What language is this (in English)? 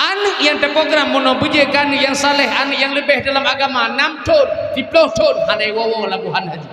Achinese